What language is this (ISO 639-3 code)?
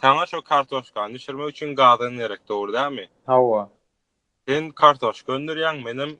tuk